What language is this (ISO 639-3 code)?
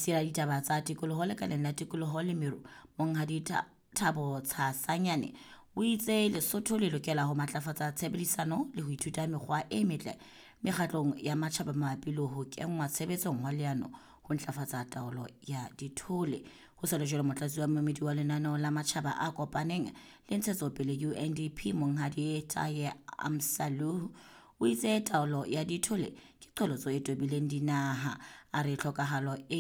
sot